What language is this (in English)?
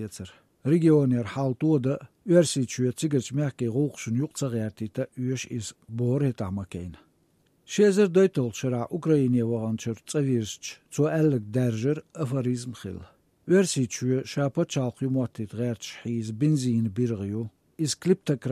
Chechen